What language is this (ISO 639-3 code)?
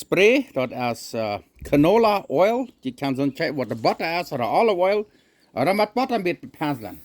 pdt